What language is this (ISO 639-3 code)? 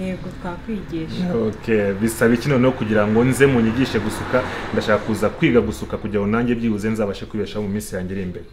kin